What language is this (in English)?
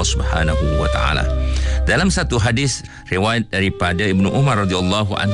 Malay